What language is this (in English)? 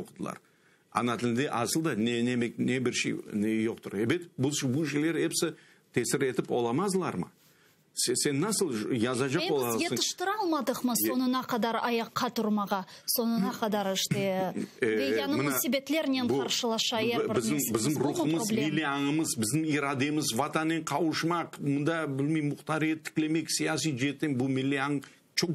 Crimean Tatar